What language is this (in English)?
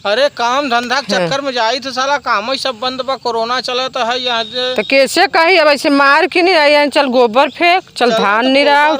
Awadhi